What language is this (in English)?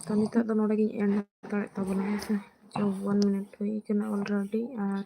Santali